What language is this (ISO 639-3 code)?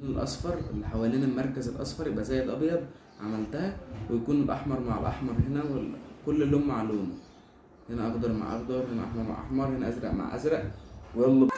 arz